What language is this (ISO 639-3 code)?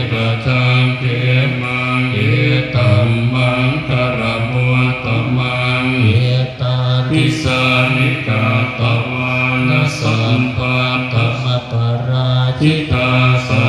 pli